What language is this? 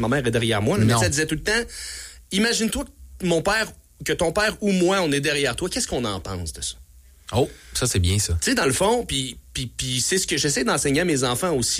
French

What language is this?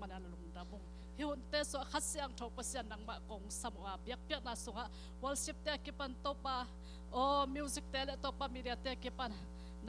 Tedim Chin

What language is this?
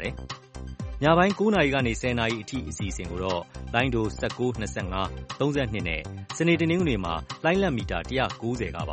Burmese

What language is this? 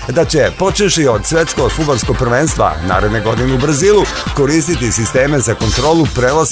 Serbian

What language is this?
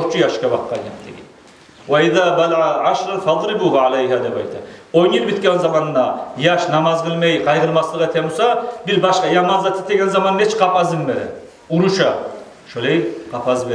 Kumyk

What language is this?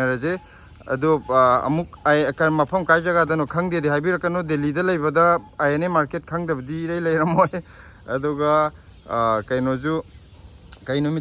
Manipuri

